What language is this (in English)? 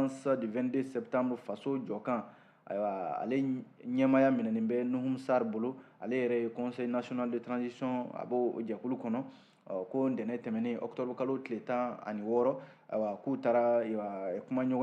Bambara